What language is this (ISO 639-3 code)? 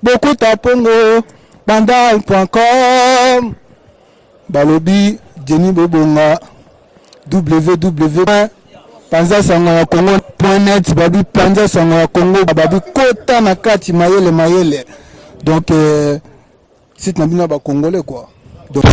lin